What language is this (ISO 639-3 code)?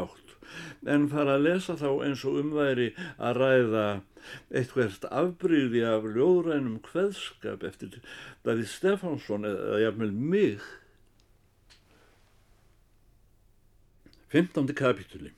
isl